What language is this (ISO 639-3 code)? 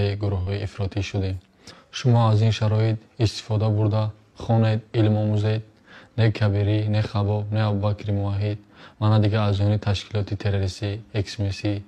tgk